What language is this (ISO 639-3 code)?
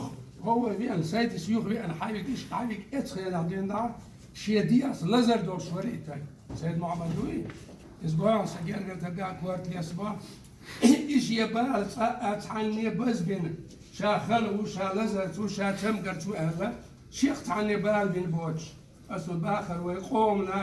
che